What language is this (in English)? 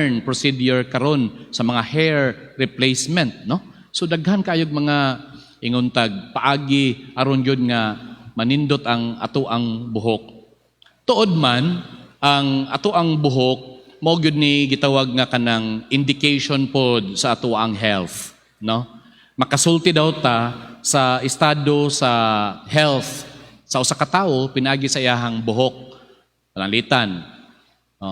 Cebuano